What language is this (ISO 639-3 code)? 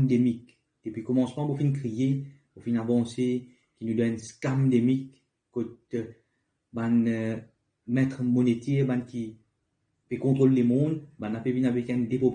mfe